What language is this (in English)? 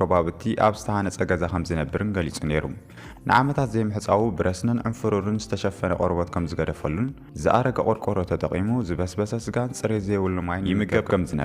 Tigrinya